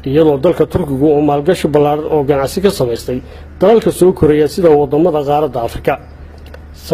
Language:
Somali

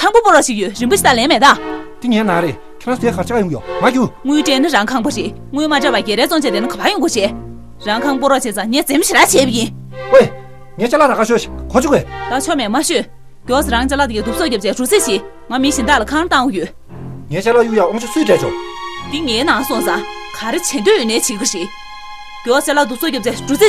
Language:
Tibetan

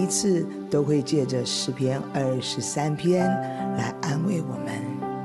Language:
Chinese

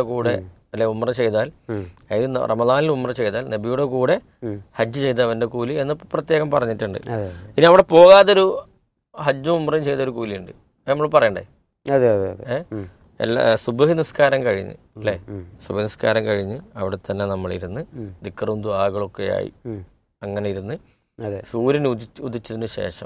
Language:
Malayalam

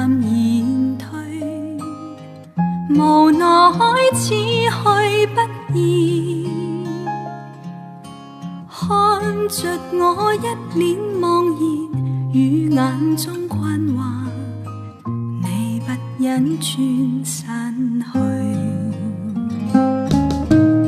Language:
Chinese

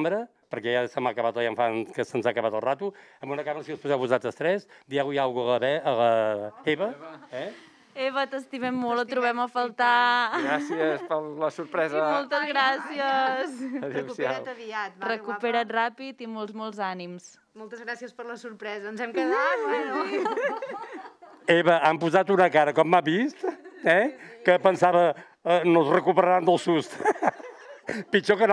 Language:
Catalan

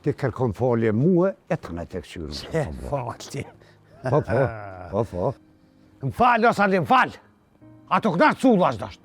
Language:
Albanian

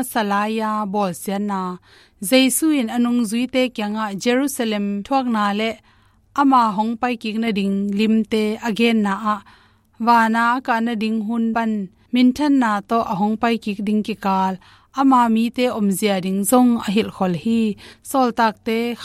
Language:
Tedim Chin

